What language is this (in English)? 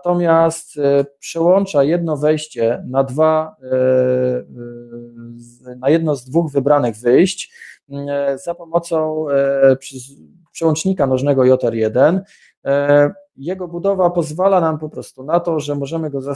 Polish